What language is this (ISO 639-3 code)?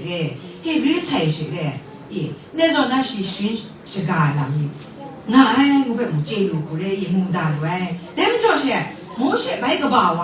kac